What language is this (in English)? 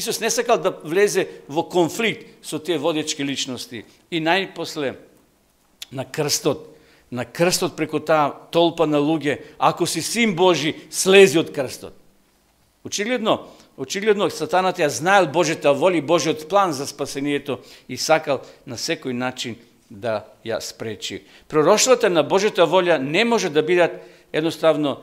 Macedonian